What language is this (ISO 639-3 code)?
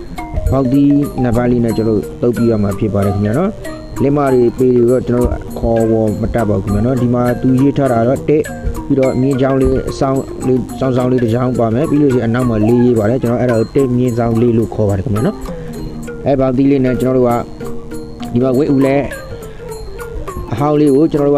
mya